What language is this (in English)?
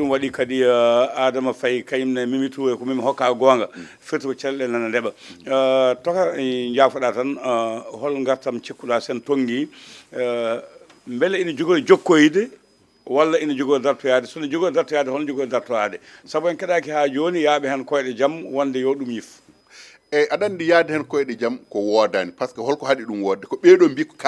Fula